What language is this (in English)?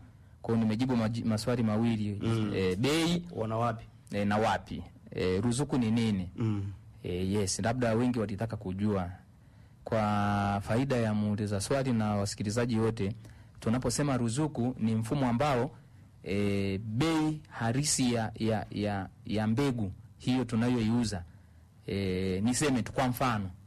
Swahili